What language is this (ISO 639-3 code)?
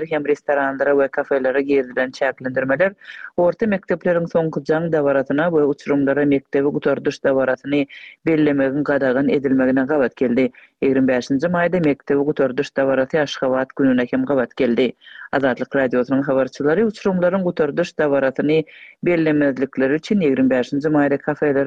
tuk